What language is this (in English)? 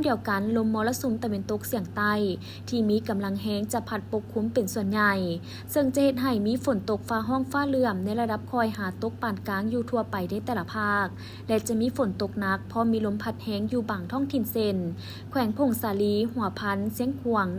Lao